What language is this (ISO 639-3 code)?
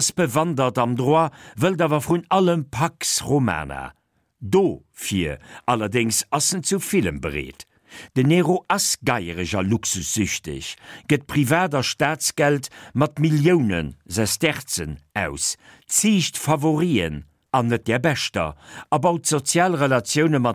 ltz